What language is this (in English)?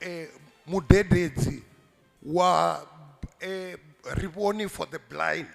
Venda